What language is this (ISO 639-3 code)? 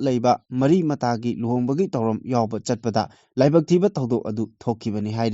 mni